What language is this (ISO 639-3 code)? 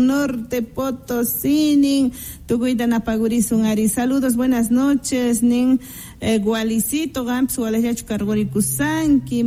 que